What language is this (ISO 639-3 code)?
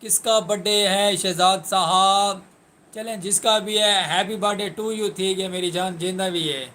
skr